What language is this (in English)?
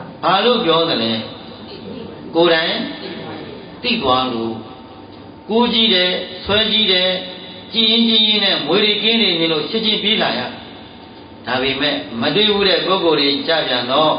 Burmese